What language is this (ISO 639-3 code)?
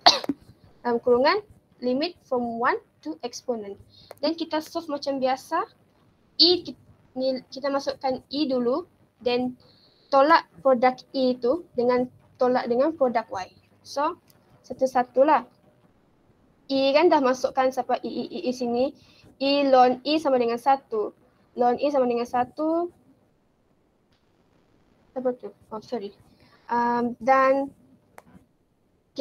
msa